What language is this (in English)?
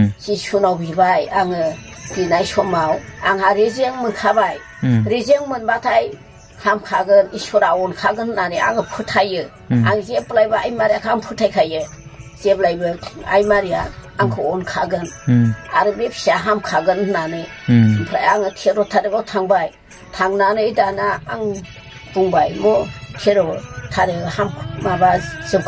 Bodo